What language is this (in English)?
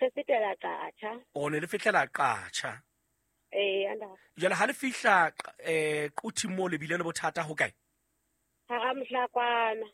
Southern Sotho